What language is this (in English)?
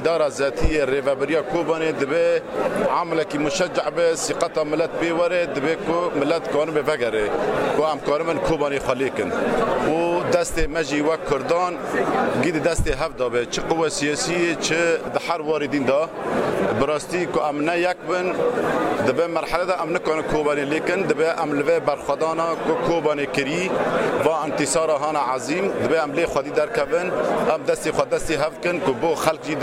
Kurdish